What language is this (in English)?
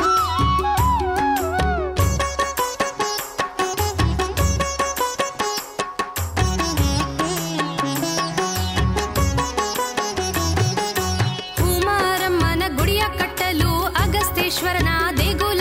Kannada